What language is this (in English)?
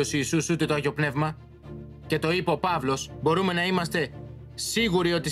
Greek